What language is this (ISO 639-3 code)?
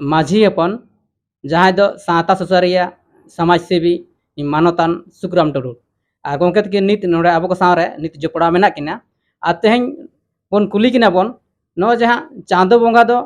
sat